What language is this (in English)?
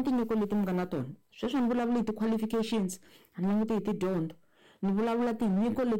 Tsonga